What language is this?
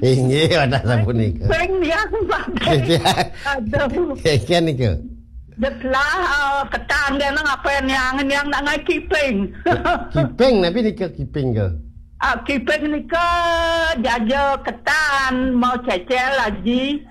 Balinese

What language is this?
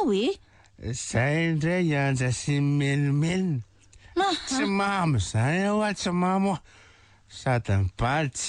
Malagasy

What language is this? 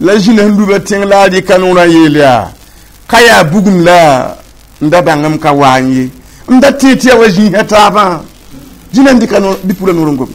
Mossi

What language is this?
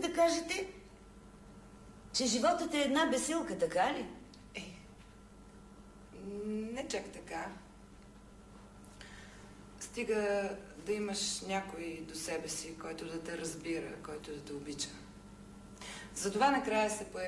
Bulgarian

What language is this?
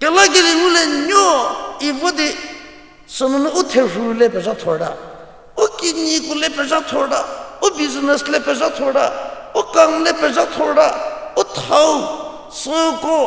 Angami Naga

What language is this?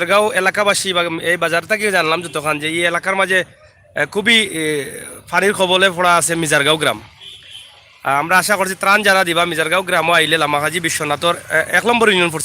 Sylheti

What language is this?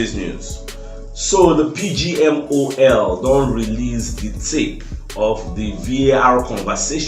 Nigerian Pidgin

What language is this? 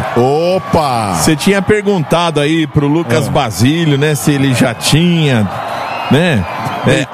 Portuguese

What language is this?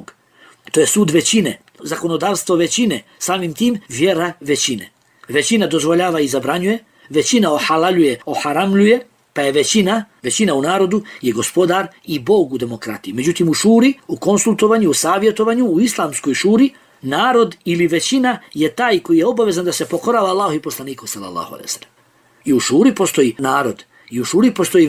Bosnian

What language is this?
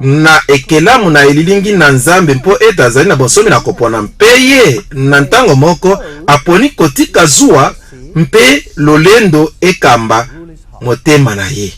Lingala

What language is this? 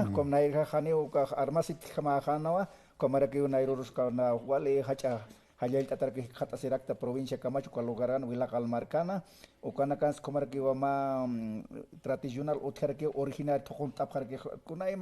Aymara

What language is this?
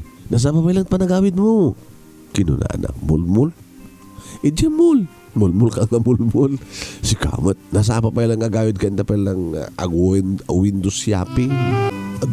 Iloko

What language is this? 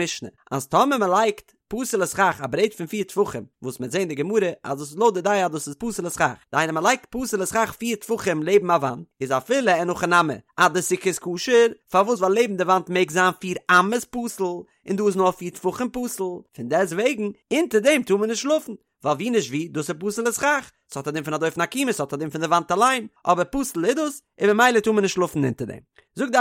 Yiddish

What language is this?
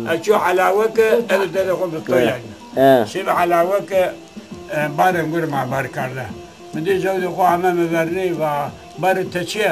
Zaza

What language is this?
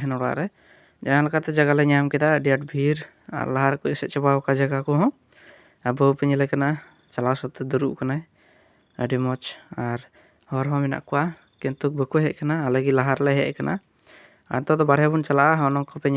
Santali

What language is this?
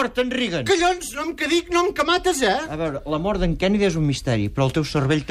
Catalan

